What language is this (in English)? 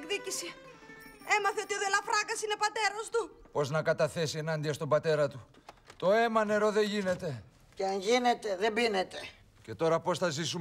Greek